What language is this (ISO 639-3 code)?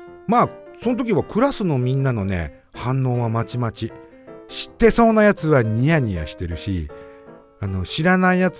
jpn